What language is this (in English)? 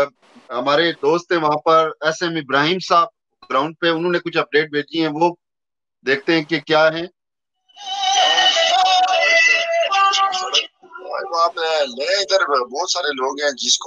Urdu